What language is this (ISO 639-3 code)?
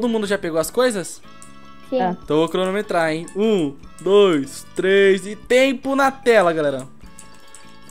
por